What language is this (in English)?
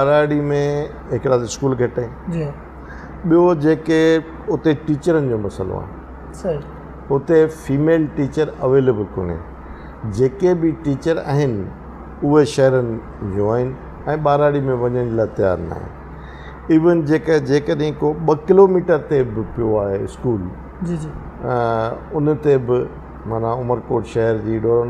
Sindhi